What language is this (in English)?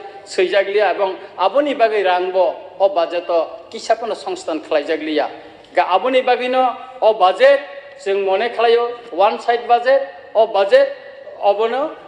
Kok Borok